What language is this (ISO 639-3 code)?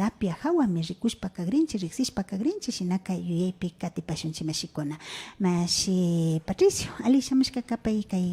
qvi